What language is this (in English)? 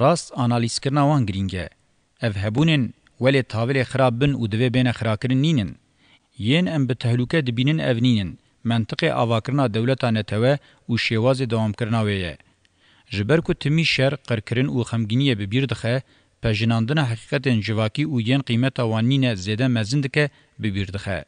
Kurdish